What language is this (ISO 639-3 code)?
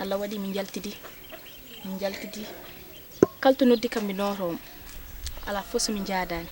ful